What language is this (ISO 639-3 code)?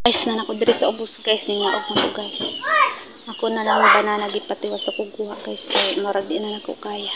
ceb